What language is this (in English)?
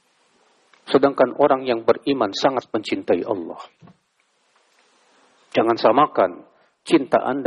Indonesian